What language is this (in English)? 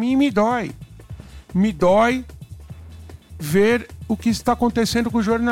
Portuguese